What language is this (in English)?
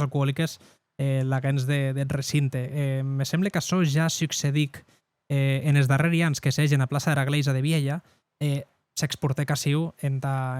Occitan